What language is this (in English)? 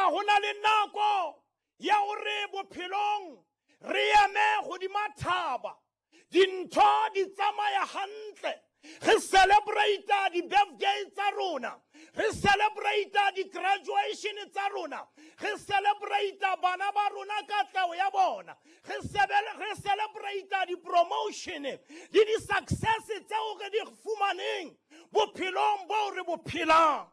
Southern Sotho